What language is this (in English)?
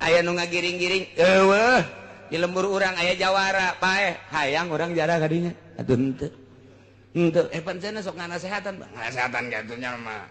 Sundanese